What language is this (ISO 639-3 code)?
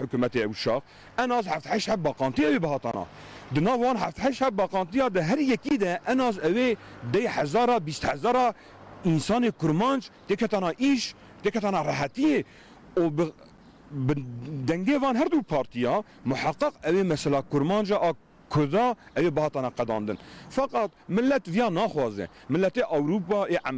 kur